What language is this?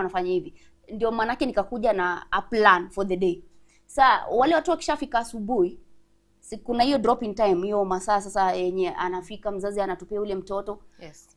Gusii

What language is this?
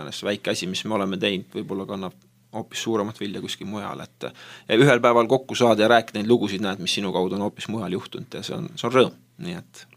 Estonian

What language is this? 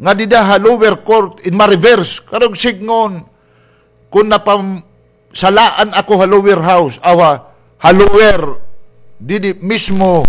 Waray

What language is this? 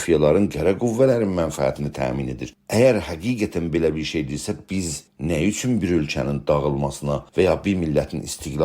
South Azerbaijani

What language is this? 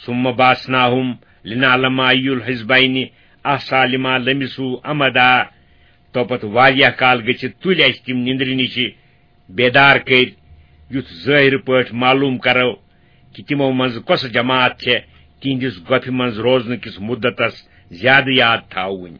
Kashmiri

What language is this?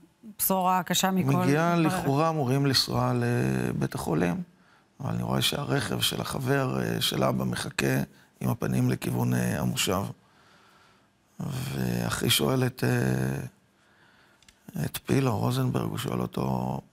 Hebrew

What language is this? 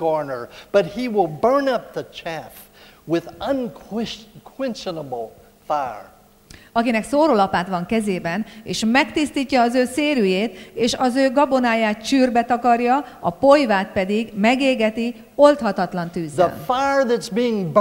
Hungarian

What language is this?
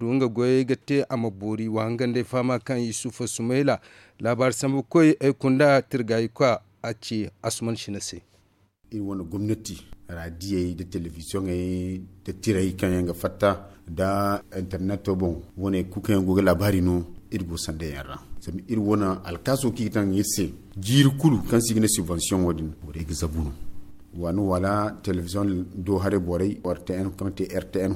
Zarma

